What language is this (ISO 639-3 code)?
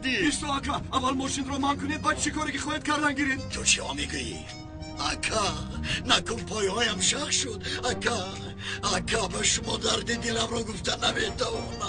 tgk